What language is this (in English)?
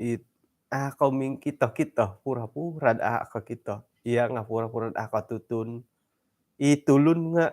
Central Dusun